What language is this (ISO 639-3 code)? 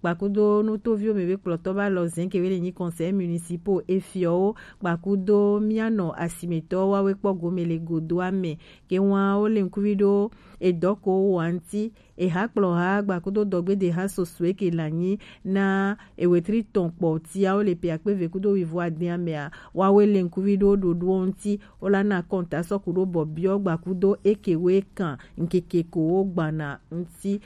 gej